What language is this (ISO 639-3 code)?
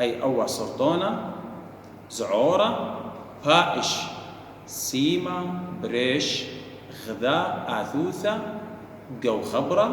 aii